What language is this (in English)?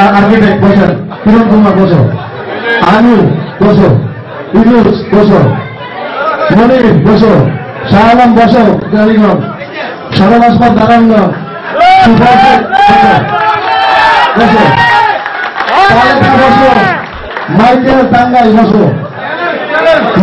Bangla